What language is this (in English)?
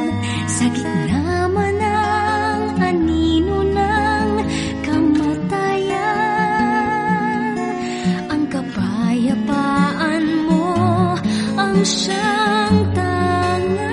Filipino